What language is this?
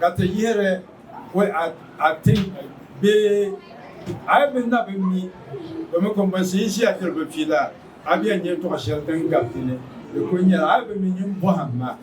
Dagbani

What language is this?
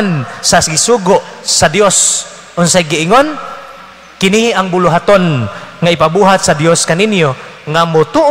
Cebuano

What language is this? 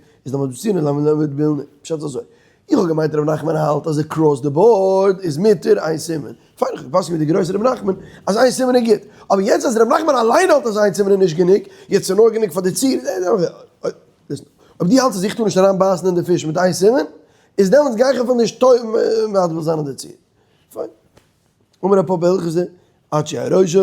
Yiddish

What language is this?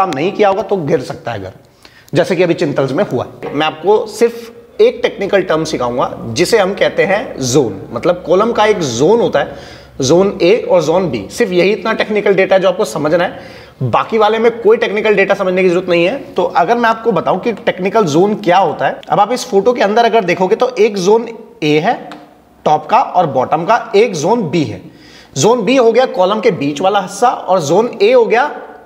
Hindi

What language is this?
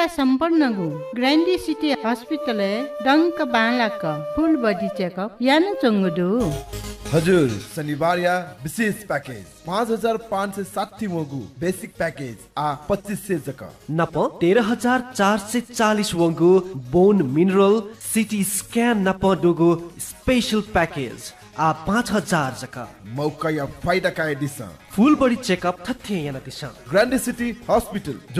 Newari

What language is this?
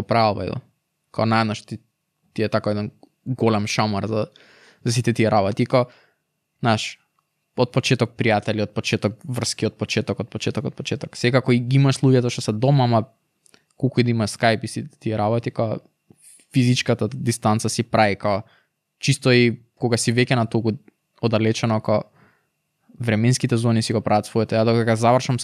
Macedonian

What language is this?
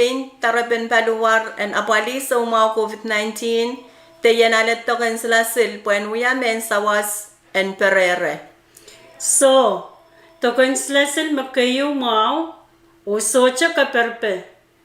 Pohnpeian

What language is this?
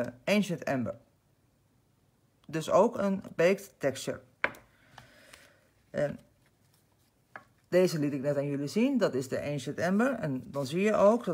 Dutch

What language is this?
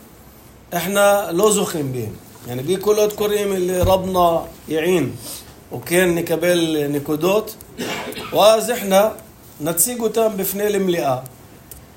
North Levantine Arabic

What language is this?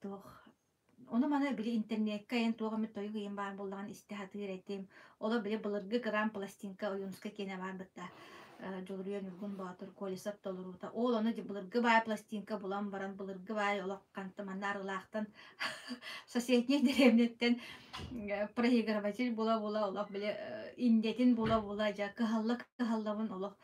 Yakut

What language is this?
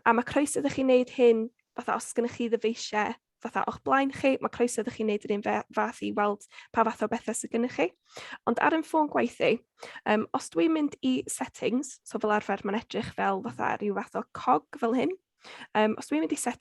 Welsh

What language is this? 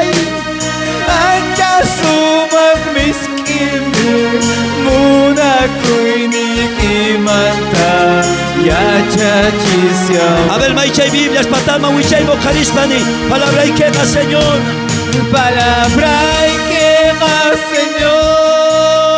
South Bolivian Quechua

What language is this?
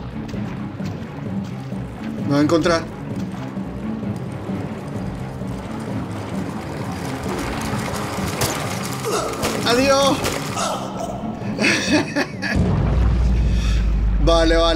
Spanish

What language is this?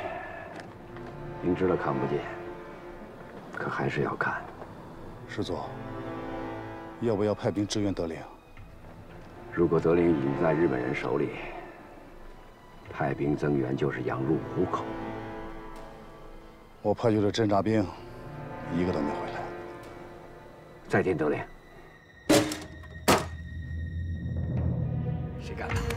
Chinese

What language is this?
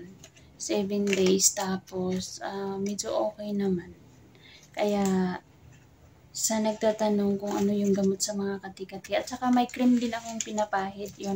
Filipino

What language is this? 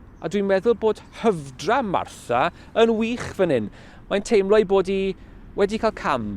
Welsh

